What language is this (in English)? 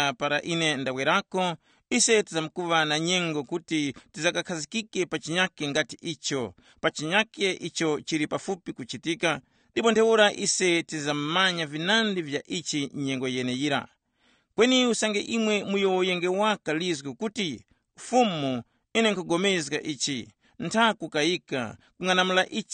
Tumbuka